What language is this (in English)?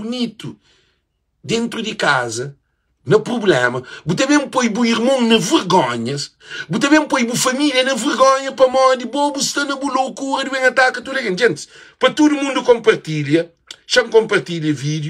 Kabuverdianu